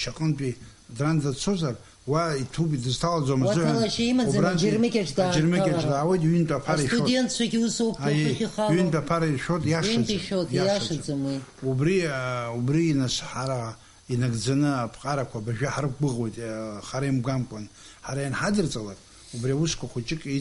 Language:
Abkhazian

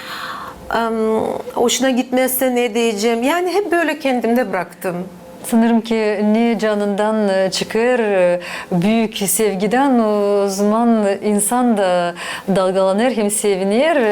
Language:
Gagauz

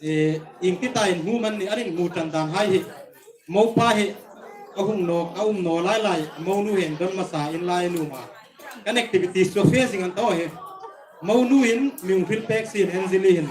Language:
Hmar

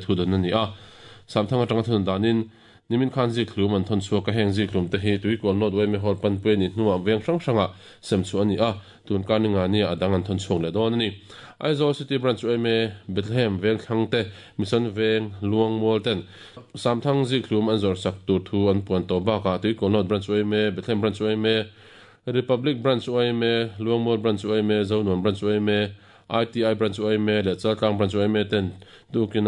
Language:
Mizo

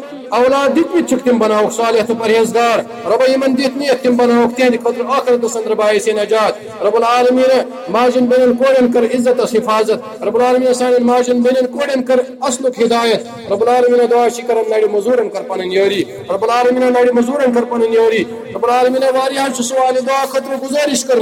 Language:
Kashmiri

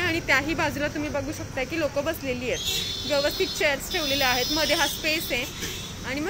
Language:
Marathi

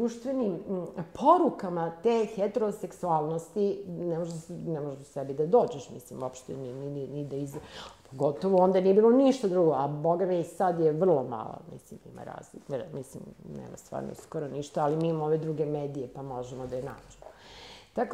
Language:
Serbian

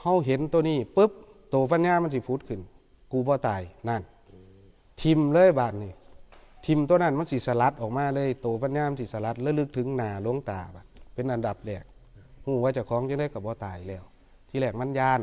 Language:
Northeastern Thai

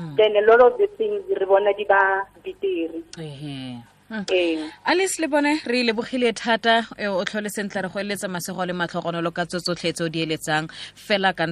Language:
Tswana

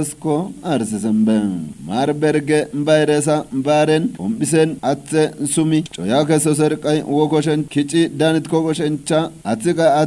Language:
Kafa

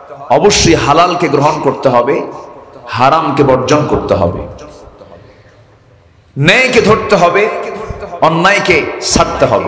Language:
Bangla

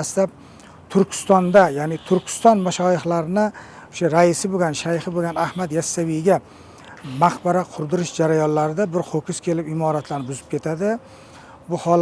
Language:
Uzbek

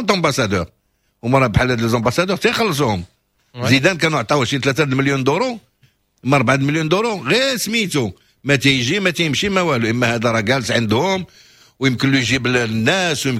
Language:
Moroccan Arabic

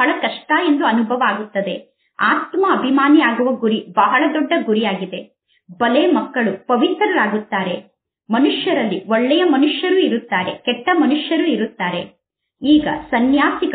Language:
Kannada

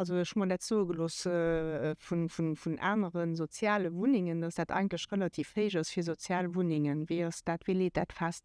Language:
Luxembourgish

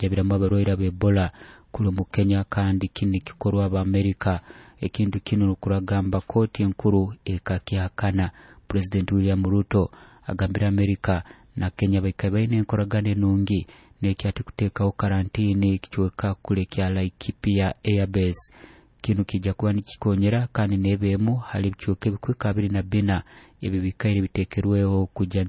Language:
Nyoro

